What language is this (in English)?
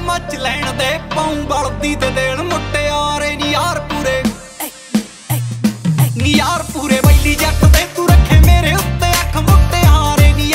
Punjabi